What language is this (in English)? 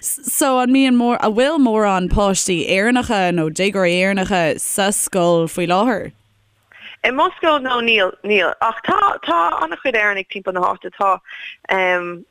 Irish